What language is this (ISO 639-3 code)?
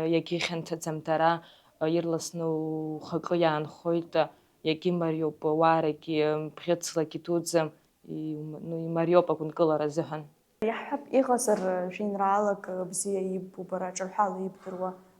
abk